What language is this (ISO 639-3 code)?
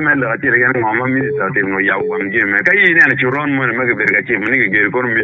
ach